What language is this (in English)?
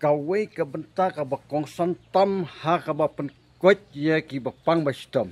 Khasi